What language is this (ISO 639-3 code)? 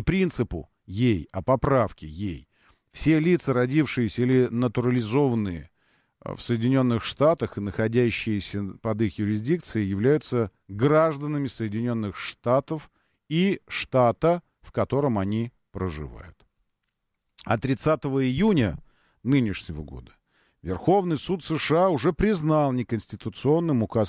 rus